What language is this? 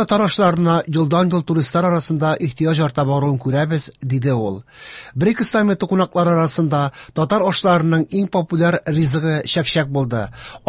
Tatar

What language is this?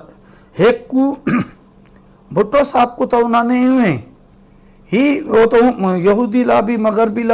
Western Panjabi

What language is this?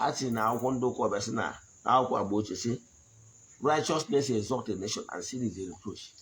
Igbo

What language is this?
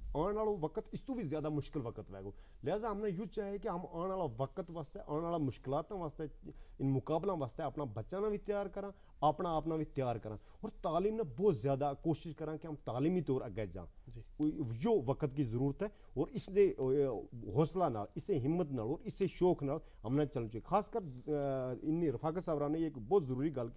Gujari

